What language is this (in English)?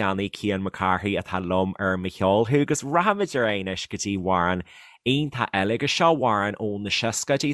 Irish